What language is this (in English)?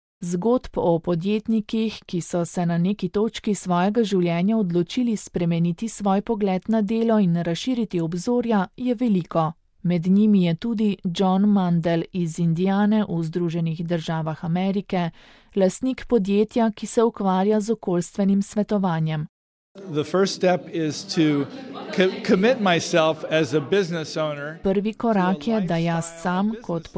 Slovenian